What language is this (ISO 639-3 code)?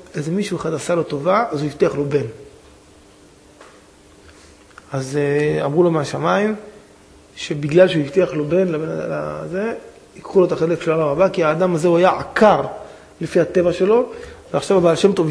heb